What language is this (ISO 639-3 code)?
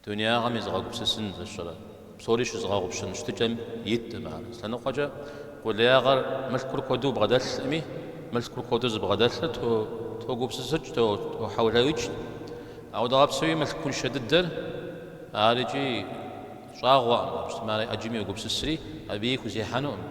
kbd